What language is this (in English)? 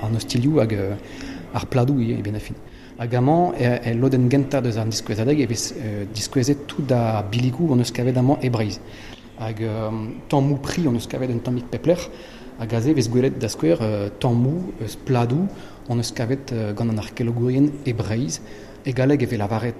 Breton